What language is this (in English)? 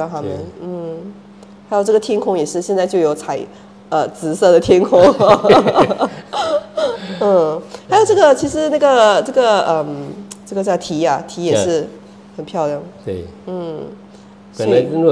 Chinese